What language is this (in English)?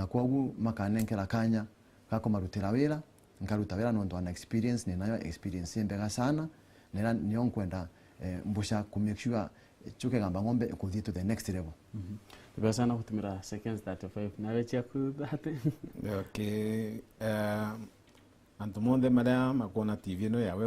Meru